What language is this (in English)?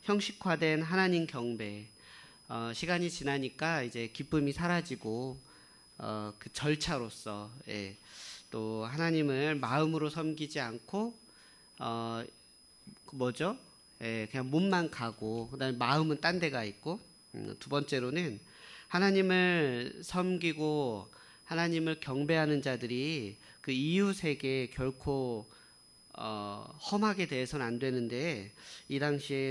Korean